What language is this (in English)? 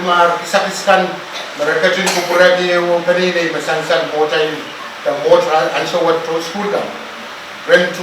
Pohnpeian